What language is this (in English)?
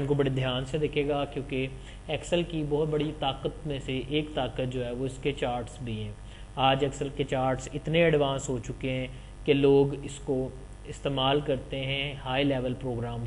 Urdu